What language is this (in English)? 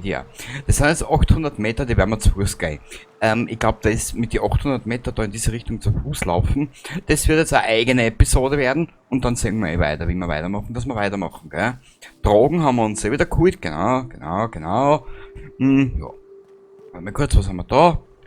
Bavarian